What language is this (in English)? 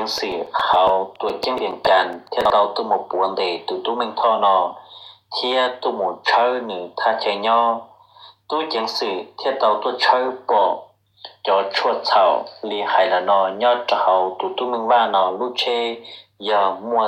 Hmong